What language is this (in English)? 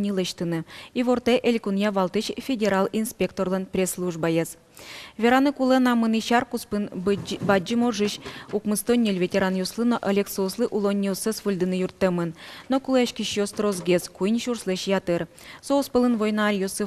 Udmurt